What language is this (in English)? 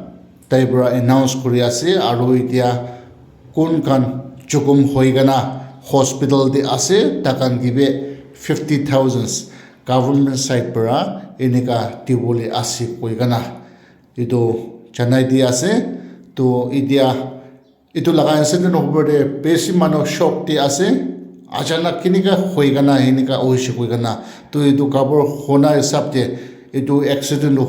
Naga Pidgin